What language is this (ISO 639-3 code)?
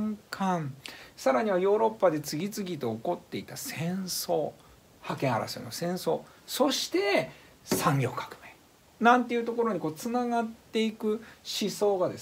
jpn